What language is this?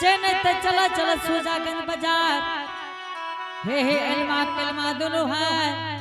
Angika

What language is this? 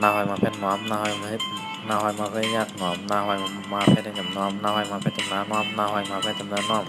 Shan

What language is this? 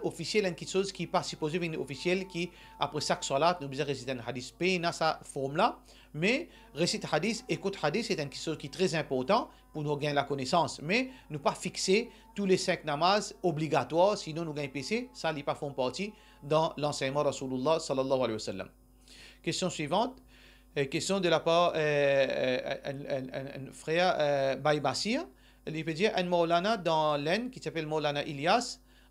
Morisyen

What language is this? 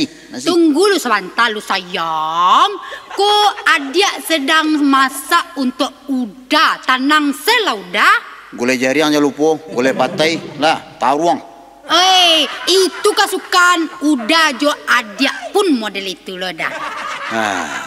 Minangkabau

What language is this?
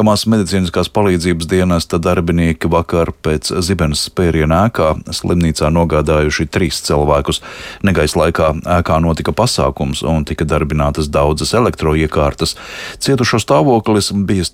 Latvian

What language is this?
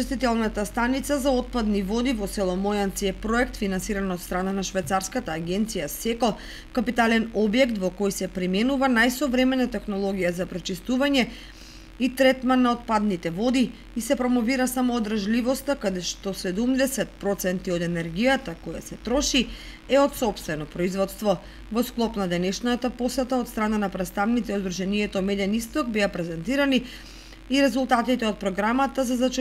Macedonian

